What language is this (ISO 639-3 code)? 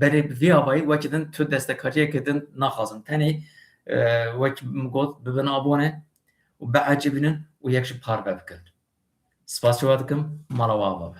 kur